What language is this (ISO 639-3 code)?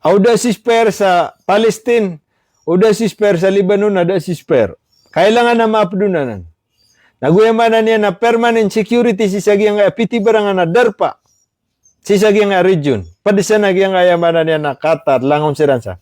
mrw